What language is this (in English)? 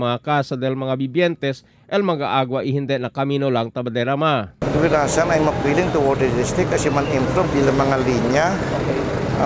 Chavacano